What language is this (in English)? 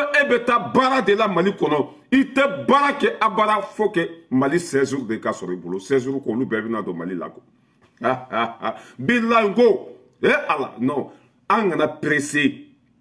Bambara